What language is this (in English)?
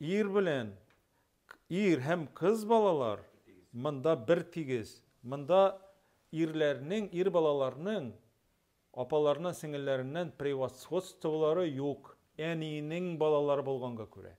Tatar